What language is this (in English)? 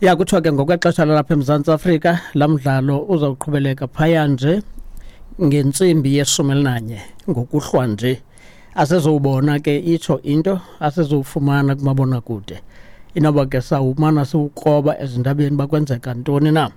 Xhosa